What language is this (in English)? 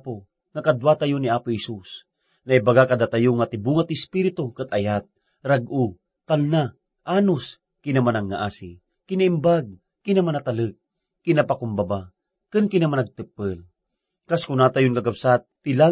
Iloko